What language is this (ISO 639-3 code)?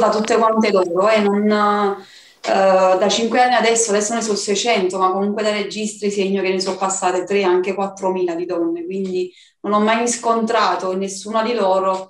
ita